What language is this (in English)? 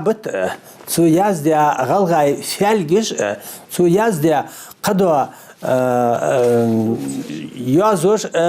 Ingush